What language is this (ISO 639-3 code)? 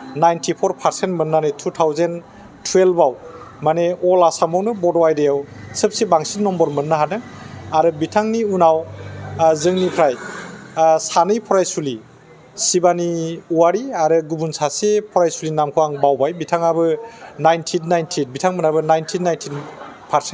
brx